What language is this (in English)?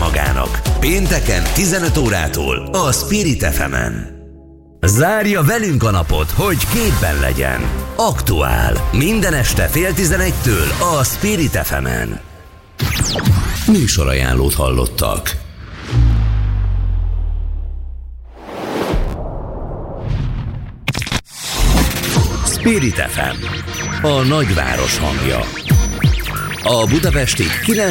Hungarian